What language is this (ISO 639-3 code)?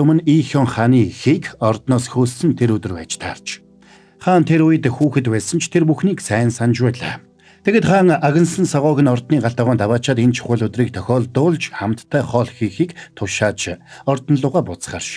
mon